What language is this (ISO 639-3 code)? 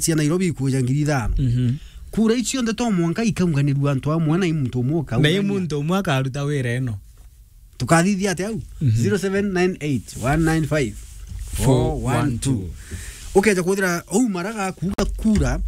mer